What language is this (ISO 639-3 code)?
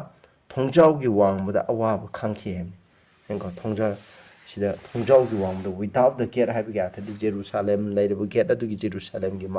mni